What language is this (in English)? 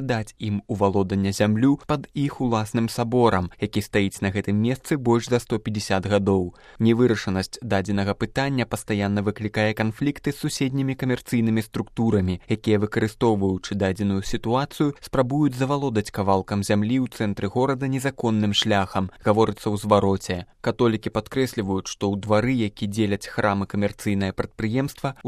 Belarusian